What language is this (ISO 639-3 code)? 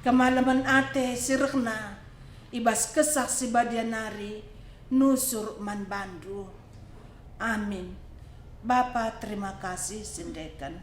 btx